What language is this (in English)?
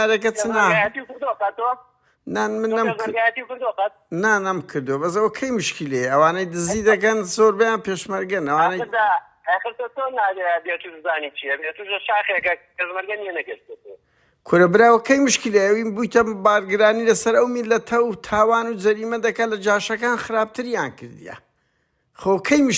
Central Kurdish